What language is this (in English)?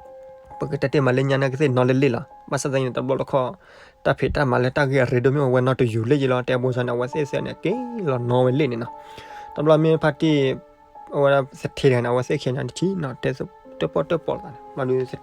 S'gaw Karen